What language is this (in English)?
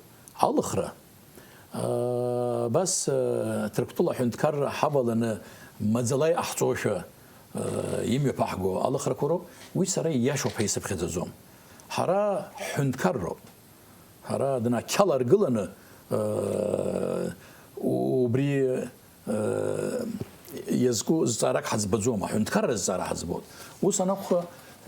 Abkhazian